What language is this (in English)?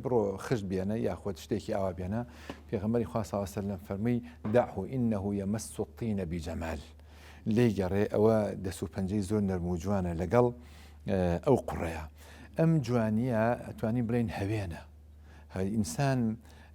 Central Kurdish